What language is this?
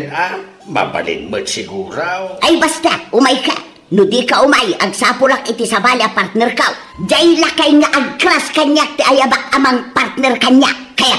Iloko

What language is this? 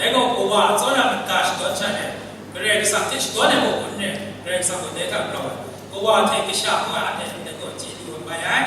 Kachin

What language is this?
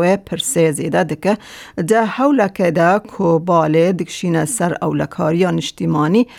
Kurdish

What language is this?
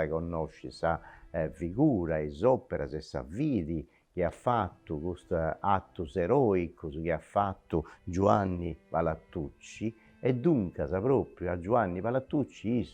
Sardinian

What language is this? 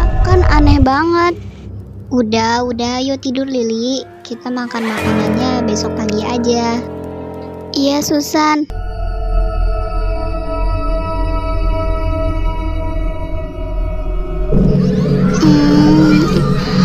Indonesian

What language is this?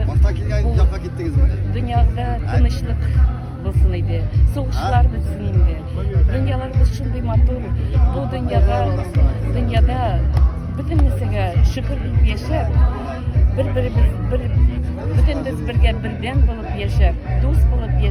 Tatar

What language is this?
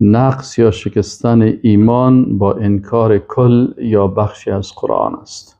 Persian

